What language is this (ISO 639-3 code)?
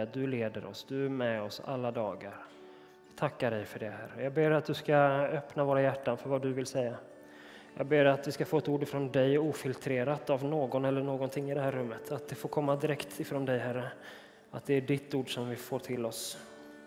swe